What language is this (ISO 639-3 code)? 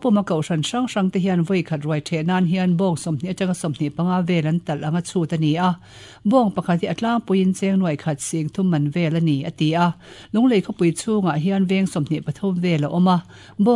lus